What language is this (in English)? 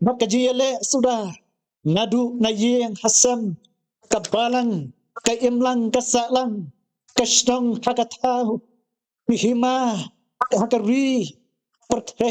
Khasi